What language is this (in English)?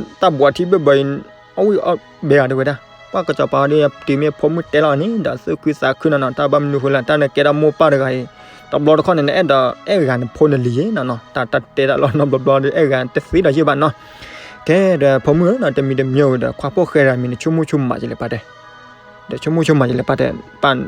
S'gaw Karen